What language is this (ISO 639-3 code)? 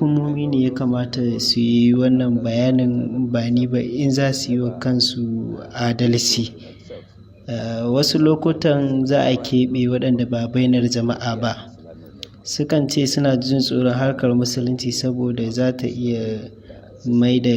hau